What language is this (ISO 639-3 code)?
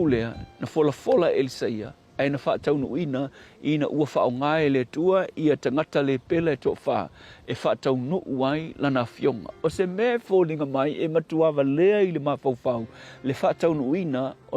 smo